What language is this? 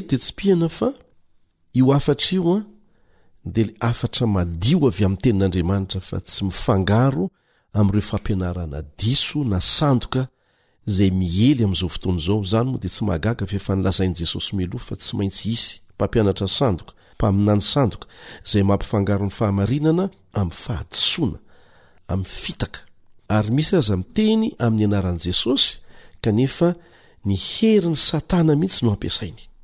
Malagasy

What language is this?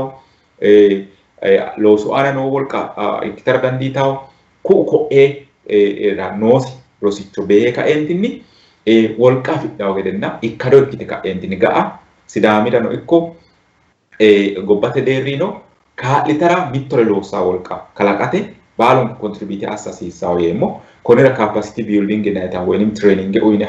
Sidamo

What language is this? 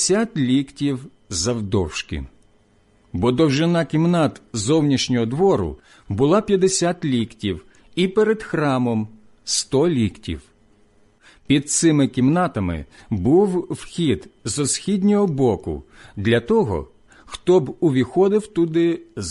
Ukrainian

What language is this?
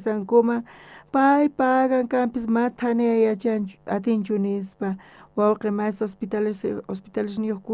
South Bolivian Quechua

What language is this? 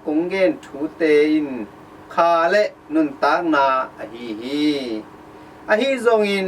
Tedim Chin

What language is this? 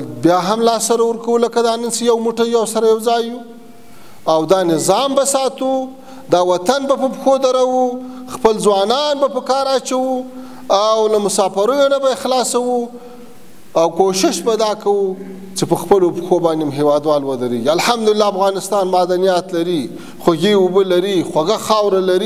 Pashto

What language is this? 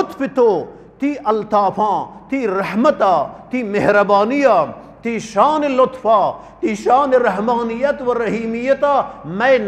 Eastern Balochi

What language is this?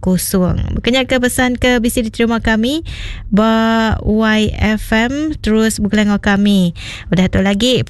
Iban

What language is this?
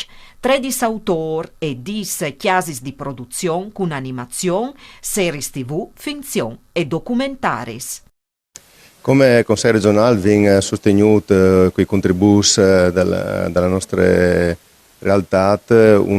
Friulian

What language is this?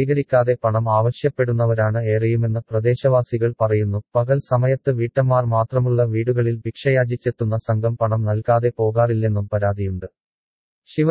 Malayalam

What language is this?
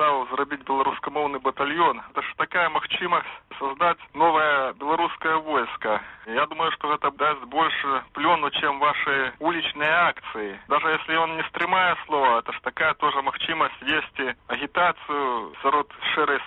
Belarusian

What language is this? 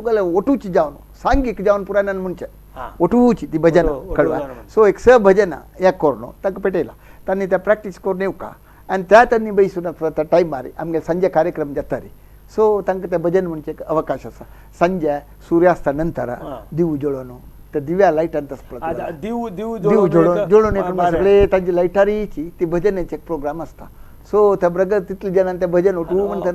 Konkani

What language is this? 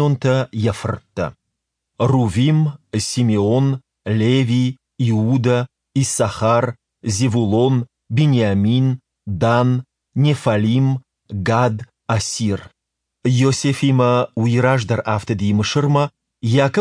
Ossetic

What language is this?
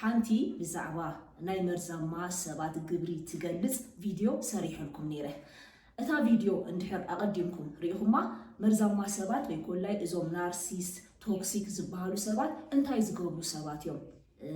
Tigrinya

